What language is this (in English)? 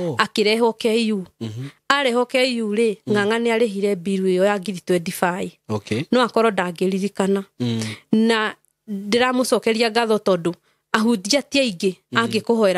Kikuyu